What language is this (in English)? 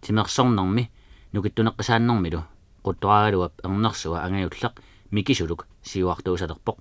Kalaallisut